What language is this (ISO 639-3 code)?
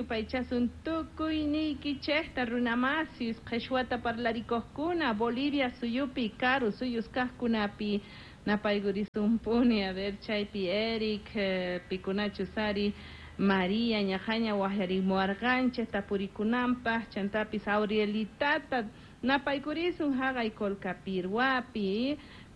que